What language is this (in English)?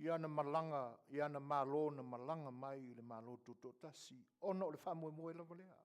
Samoan